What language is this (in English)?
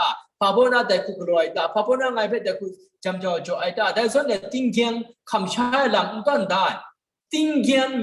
Kachin